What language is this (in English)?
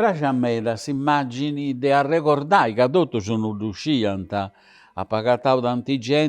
Sardinian